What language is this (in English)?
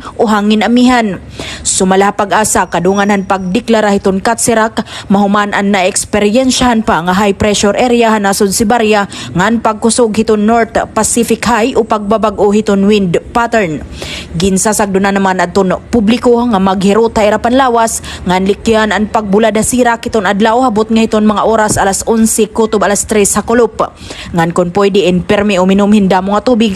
Waray